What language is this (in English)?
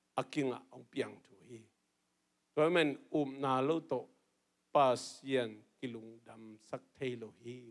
Tedim Chin